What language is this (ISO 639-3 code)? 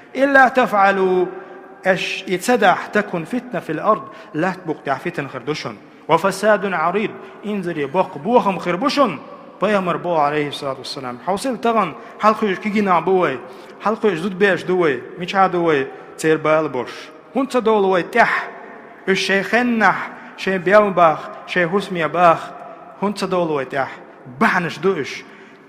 che